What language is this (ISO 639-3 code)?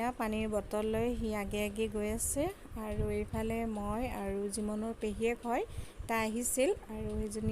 asm